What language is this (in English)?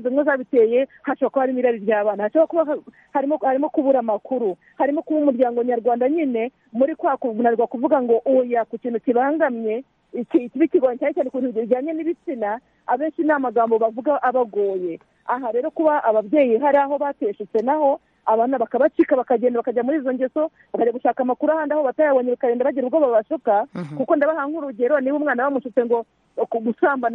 Kinyarwanda